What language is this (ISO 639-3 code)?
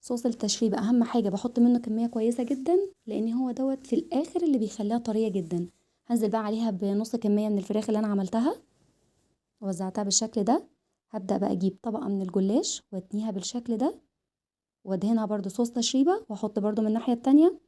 arz